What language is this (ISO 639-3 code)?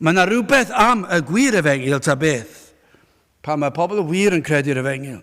cym